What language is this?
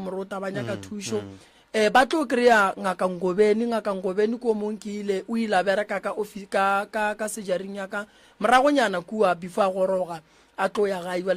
Northern Sotho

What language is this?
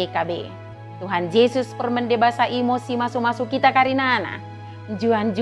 Batak Dairi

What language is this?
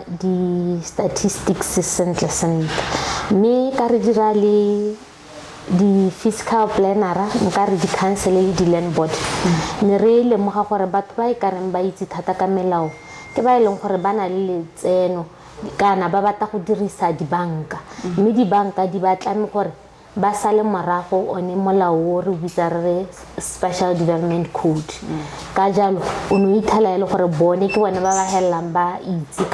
Tswana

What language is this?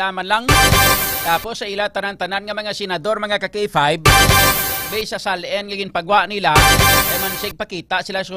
Hiligaynon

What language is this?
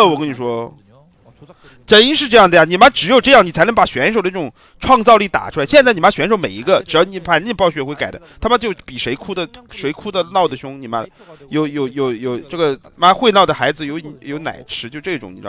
Chinese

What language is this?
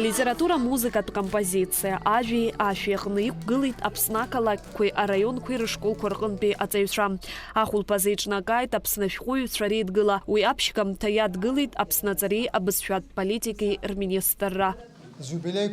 Abkhazian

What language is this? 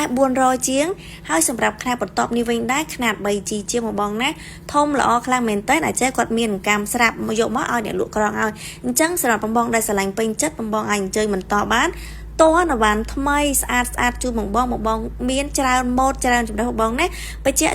Khmer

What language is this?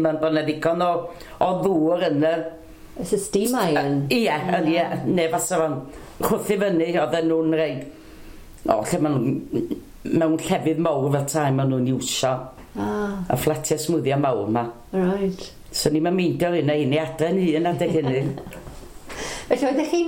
Welsh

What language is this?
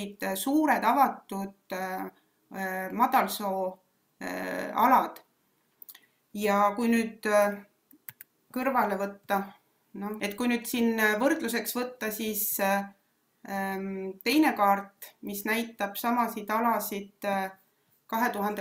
Estonian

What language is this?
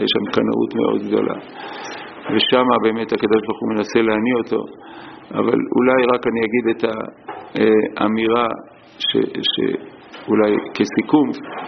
Hebrew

